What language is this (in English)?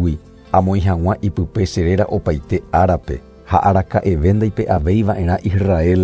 Guarani